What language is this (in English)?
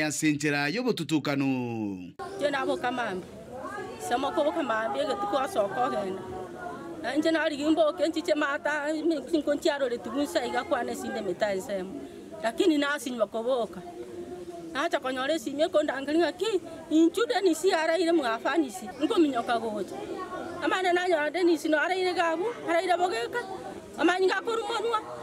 Gusii